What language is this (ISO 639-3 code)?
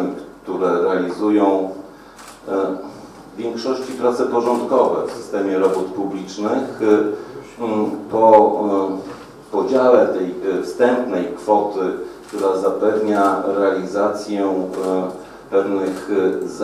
pol